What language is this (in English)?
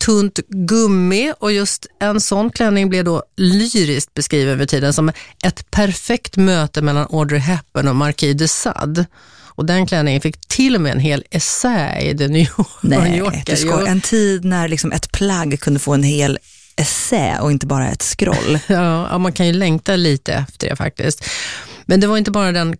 Swedish